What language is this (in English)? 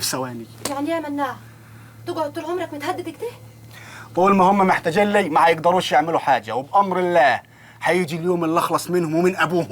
Egyptian Arabic